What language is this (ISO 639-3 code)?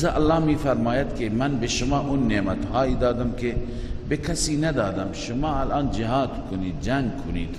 fas